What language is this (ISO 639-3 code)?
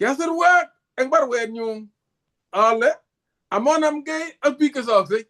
kln